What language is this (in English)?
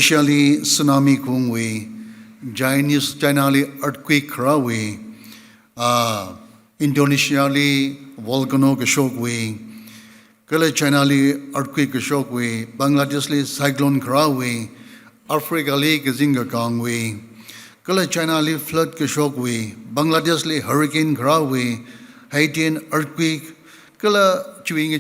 Tangkhul Naga (India)